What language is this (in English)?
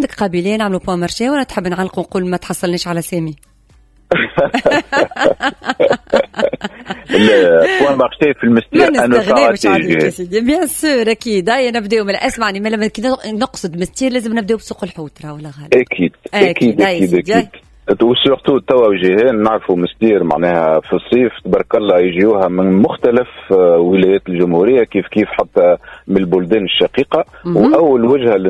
Tunisian Arabic